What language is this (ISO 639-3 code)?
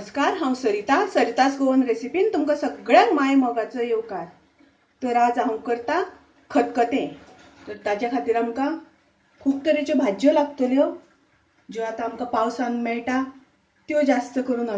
kok